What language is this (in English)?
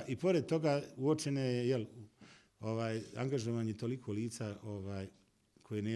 Bosnian